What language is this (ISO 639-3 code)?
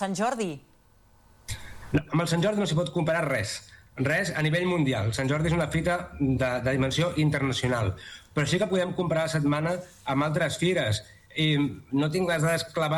cat